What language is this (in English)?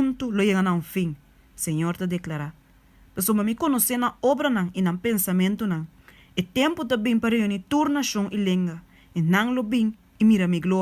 Papiamento